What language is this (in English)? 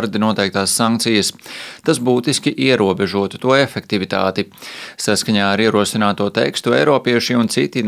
Latvian